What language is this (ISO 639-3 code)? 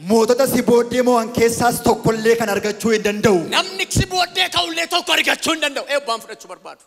orm